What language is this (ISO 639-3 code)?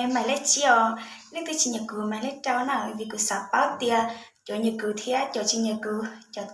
hmn